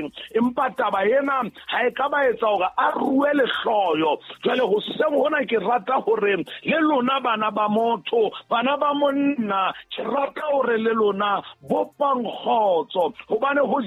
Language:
Southern Sotho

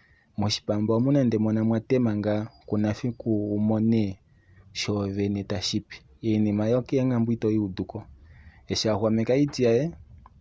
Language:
Kuanyama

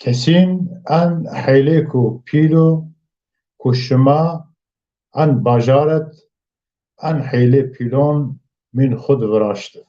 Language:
Zaza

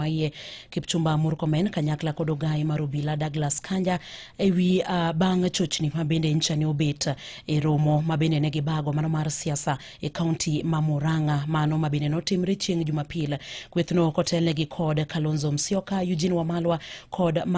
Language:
Luo (Kenya and Tanzania)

